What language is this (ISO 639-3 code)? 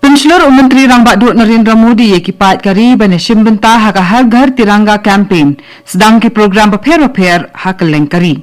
kha